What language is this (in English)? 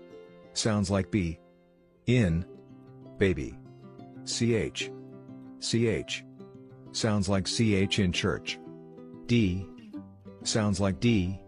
Tswana